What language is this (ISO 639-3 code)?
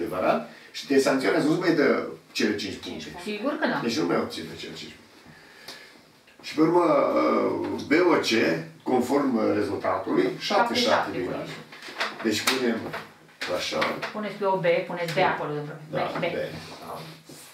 ron